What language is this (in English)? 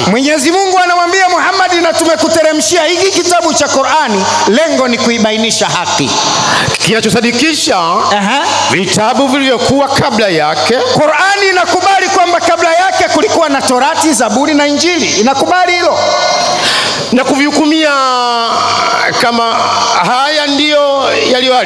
Swahili